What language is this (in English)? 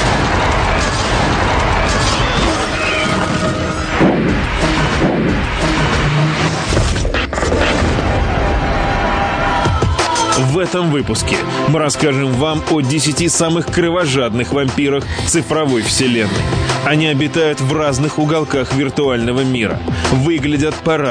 Russian